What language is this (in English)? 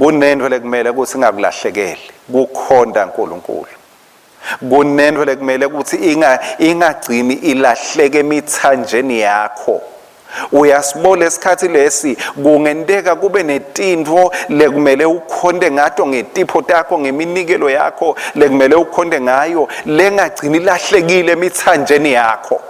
Swati